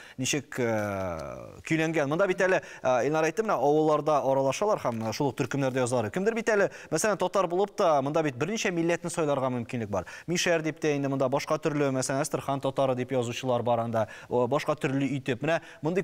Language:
Tatar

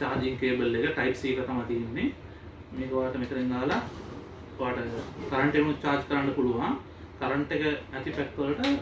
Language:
Sinhala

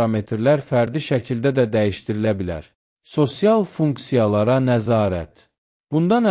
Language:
Azerbaijani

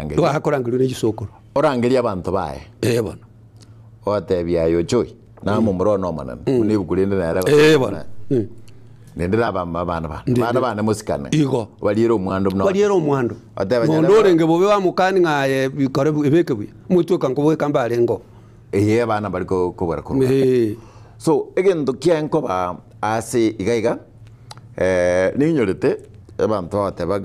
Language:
Gusii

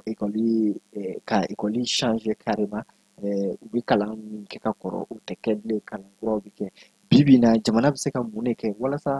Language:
Bambara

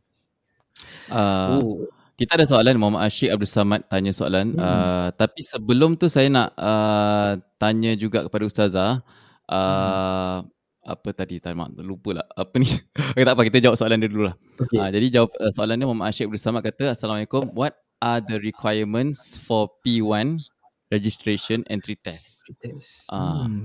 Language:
Malay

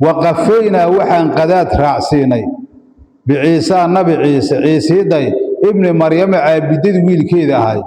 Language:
Somali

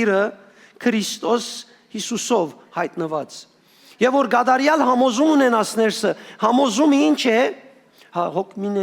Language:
Western Armenian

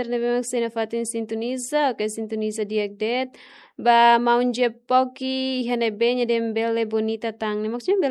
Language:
Tetum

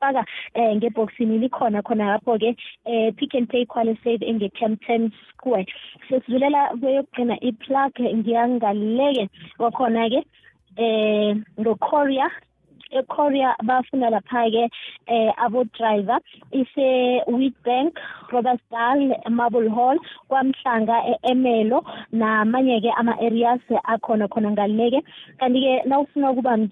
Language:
South Ndebele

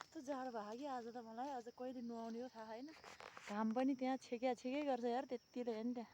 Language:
Nepali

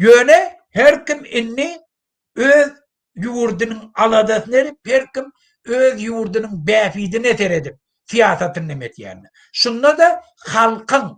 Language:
Turkmen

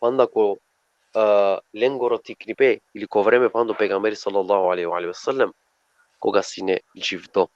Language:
Balkan Romani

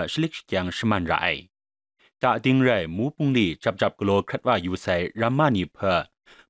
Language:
Kachin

